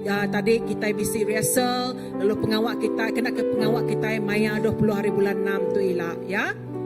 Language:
Iban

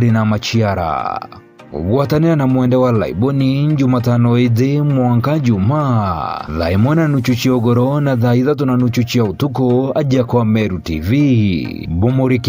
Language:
Meru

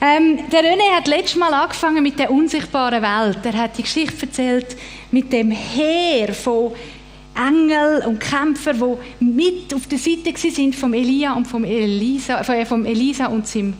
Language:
Swiss German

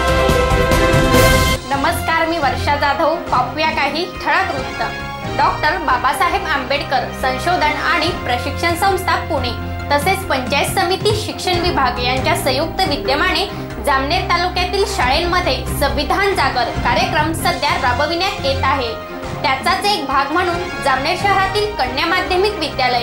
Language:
Marathi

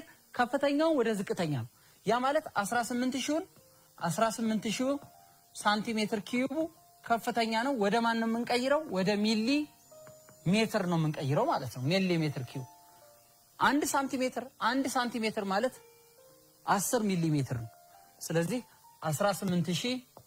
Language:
Amharic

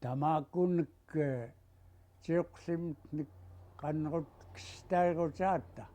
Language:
Central Yupik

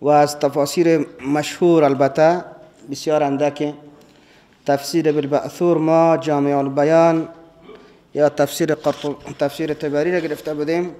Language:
Persian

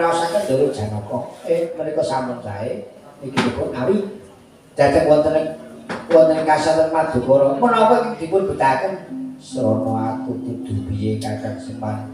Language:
Javanese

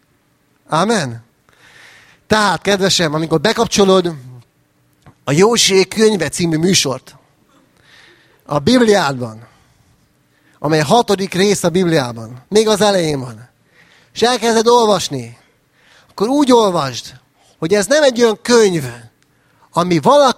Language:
Hungarian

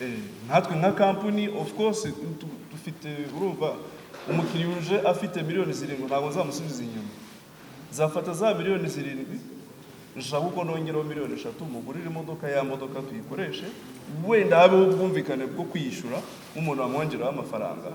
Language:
Kinyarwanda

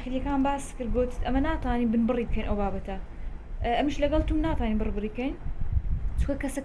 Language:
Central Kurdish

